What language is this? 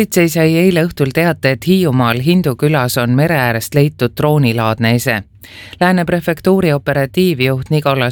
Estonian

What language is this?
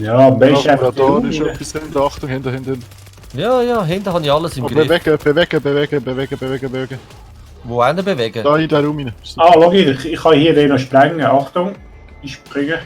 Swiss German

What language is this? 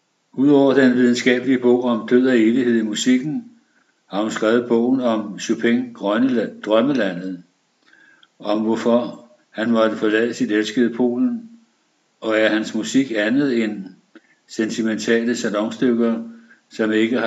Danish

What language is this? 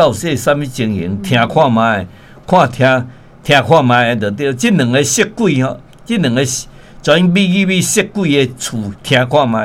Min Nan Chinese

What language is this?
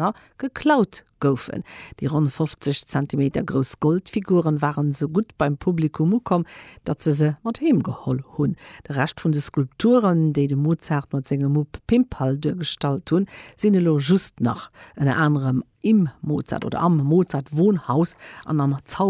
Luxembourgish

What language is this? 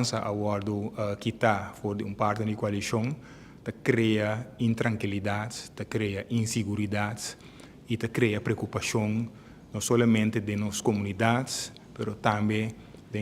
Papiamento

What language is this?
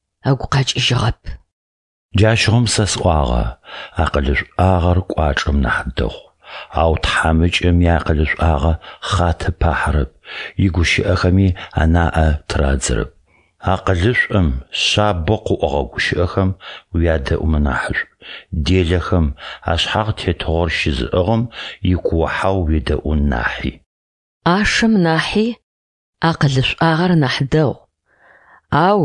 Adyghe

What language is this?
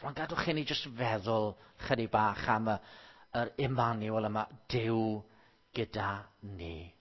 Welsh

